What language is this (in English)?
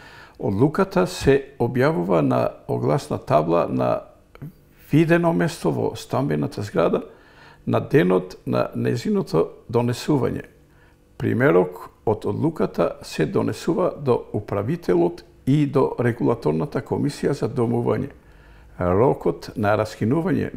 Macedonian